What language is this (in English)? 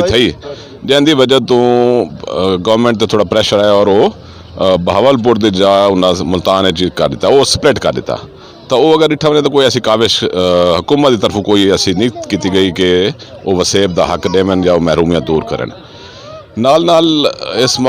Saraiki